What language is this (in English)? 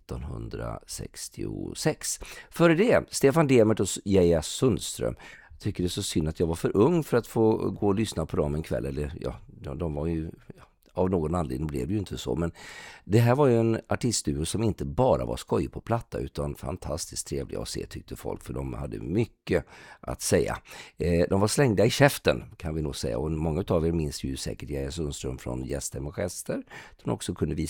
Swedish